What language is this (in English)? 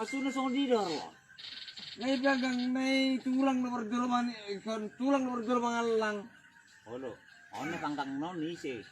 Batak Toba